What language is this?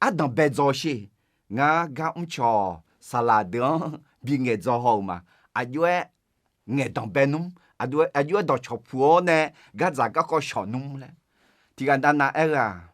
Akha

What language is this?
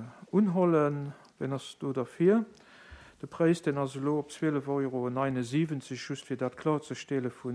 Luxembourgish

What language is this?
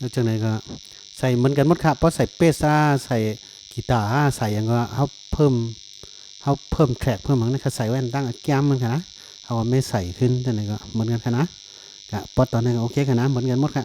Shan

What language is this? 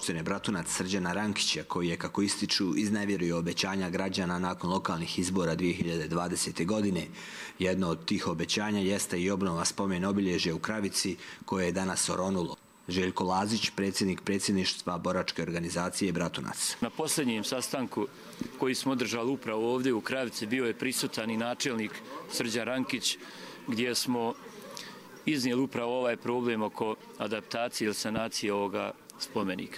Croatian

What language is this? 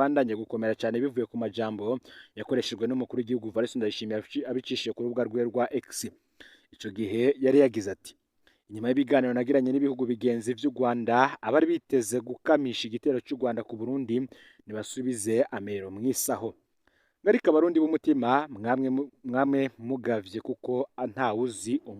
Rundi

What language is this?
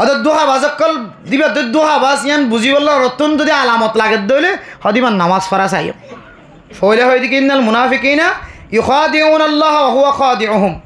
Rohingya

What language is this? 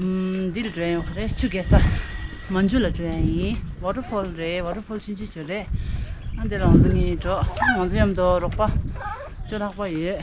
Tibetan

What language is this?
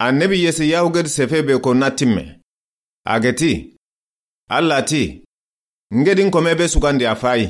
Soninke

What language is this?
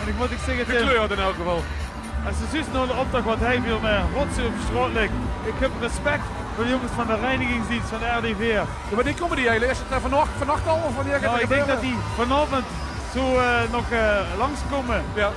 Limburgish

